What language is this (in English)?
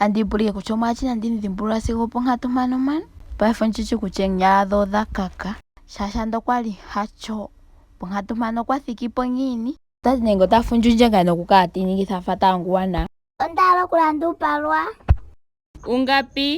Ndonga